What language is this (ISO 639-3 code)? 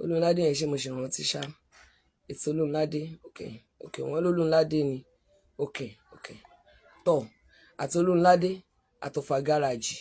yor